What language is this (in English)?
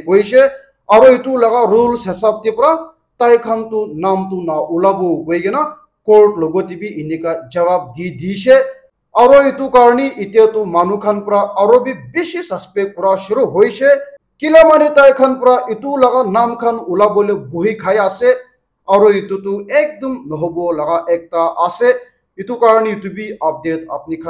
Naga Pidgin